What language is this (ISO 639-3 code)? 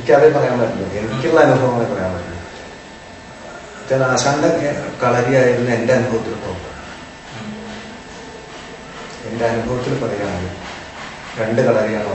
mal